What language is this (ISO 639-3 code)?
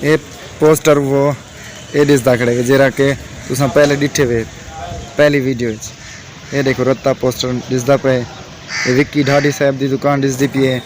skr